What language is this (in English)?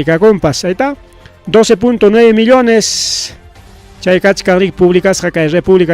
Ayacucho Quechua